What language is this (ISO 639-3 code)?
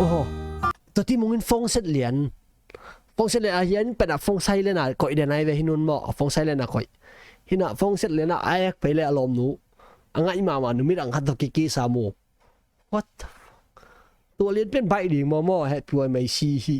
ctd